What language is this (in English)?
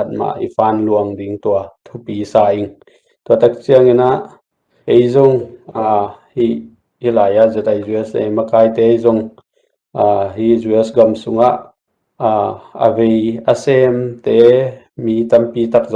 Tedim Chin